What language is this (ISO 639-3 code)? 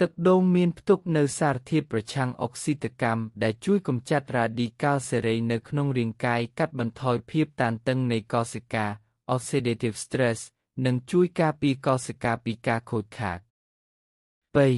khm